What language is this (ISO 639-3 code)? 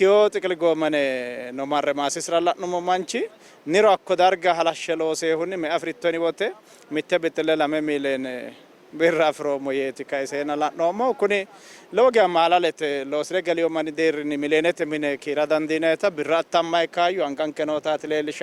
sid